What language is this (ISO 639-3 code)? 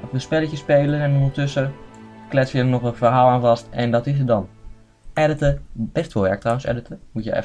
nld